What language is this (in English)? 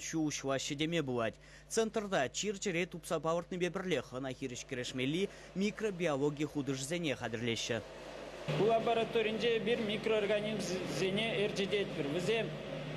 Chuvash